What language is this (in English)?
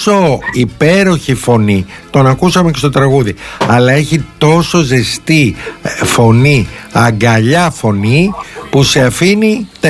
Greek